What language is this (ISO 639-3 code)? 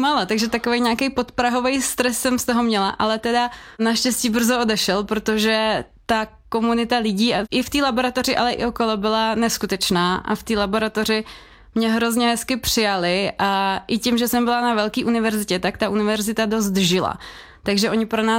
ces